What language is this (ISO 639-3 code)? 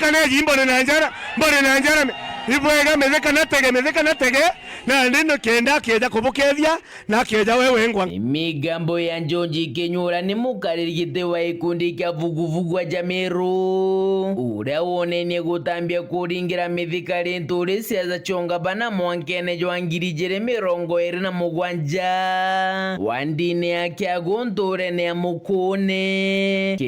mer